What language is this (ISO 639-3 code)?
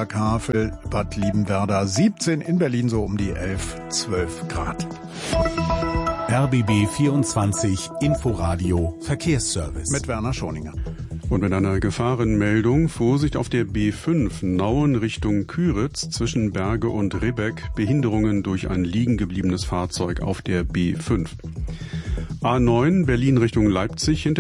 deu